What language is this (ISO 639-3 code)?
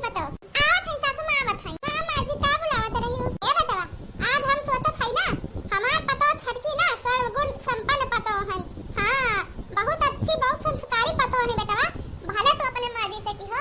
awa